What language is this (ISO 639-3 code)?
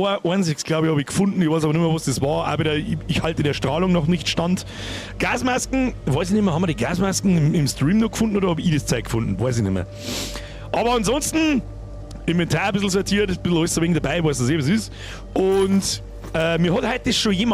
bar